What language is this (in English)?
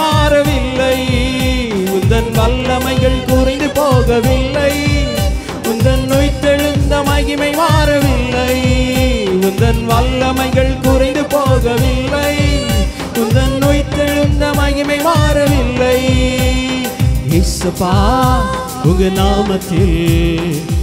Tamil